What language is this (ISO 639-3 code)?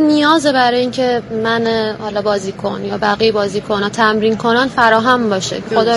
fas